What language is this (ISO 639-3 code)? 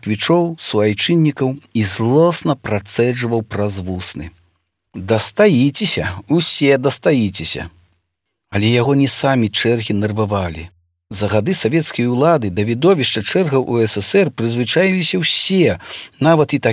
bel